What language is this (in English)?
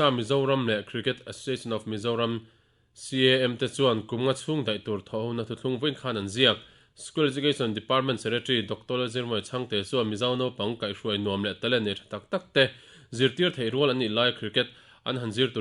Mizo